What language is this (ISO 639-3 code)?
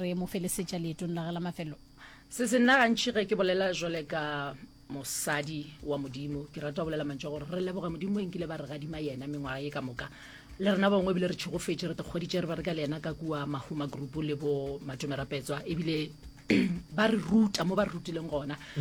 nso